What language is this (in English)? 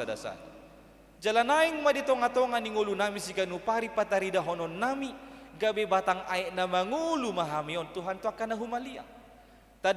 Batak Toba